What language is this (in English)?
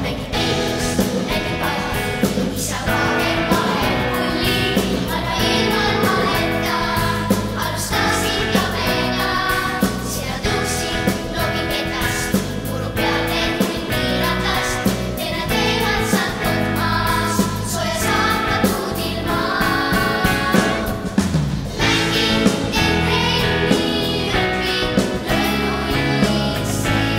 Estonian